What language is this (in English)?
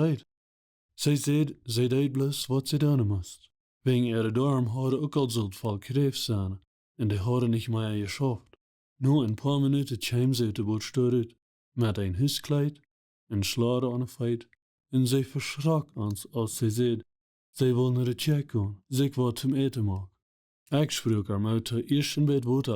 Plautdietsch